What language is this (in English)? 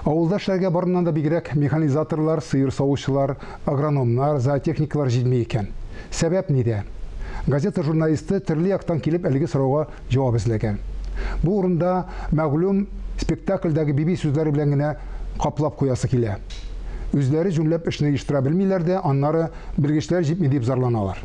Tatar